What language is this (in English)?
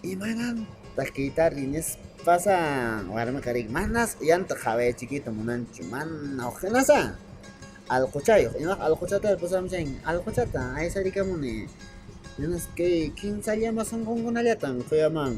Quechua